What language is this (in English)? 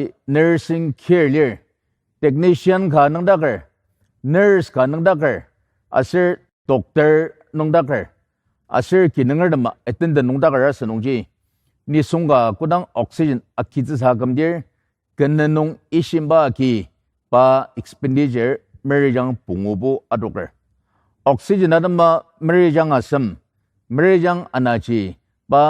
Ao Naga